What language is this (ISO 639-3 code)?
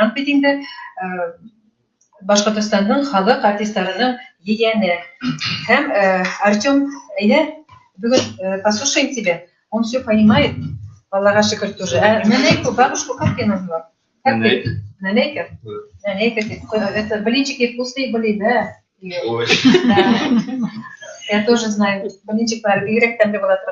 bak